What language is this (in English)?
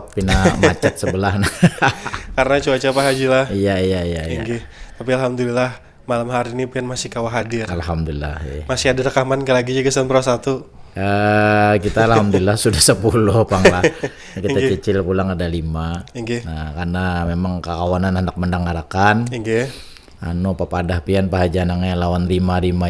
Banjar